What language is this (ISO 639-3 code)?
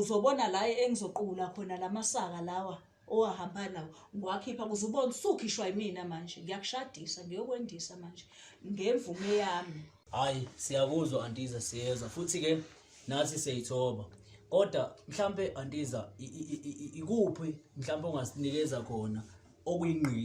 zul